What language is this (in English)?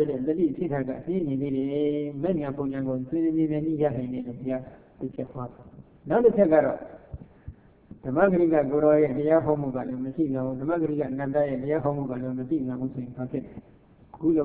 Burmese